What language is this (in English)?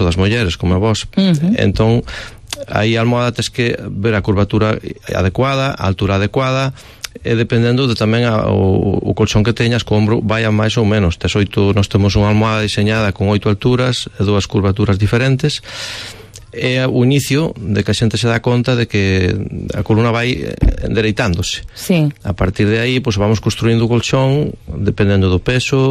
Galician